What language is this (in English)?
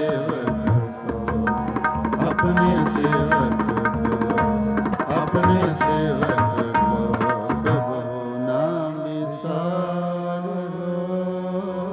Punjabi